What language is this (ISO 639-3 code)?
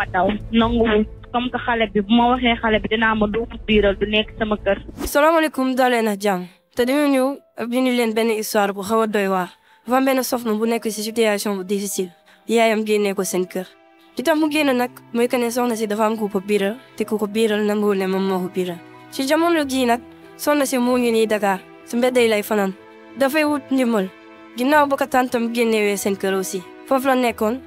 wol